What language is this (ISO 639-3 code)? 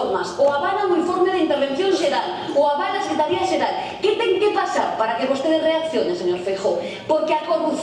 glg